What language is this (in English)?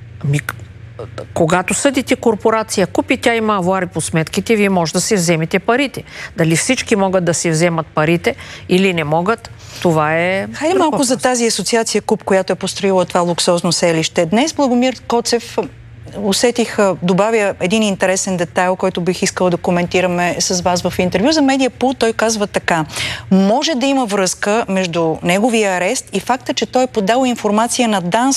Bulgarian